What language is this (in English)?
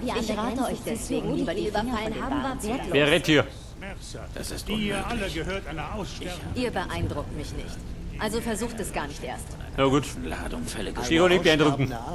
Bavarian